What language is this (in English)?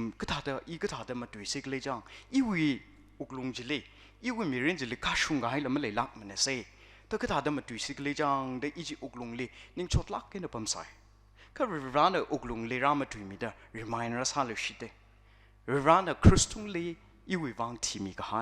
Tangkhul Naga (India)